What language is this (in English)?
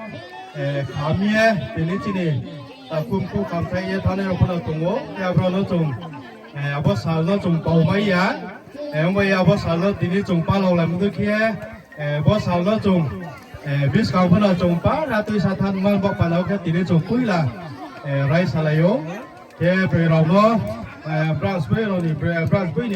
Riang (India)